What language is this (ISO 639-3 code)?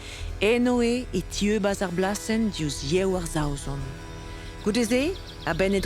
bre